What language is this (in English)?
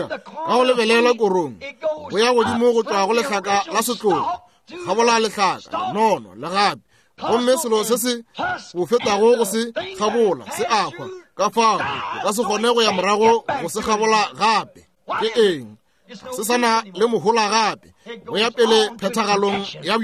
Northern Sotho